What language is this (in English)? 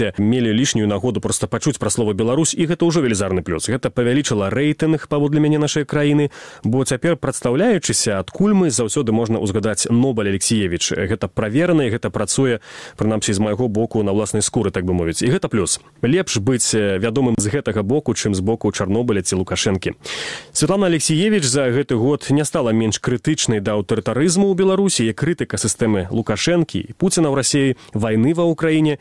Belarusian